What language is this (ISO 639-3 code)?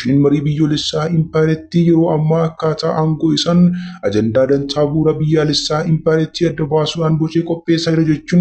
orm